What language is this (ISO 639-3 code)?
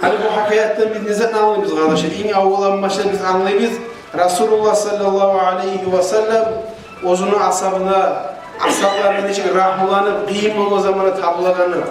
kum